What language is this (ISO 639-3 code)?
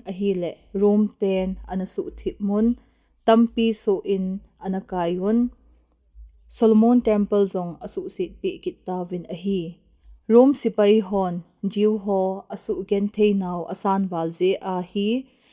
tcz